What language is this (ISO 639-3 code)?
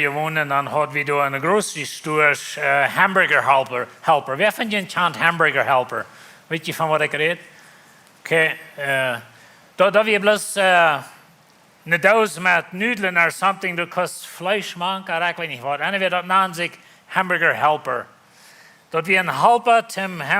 pdt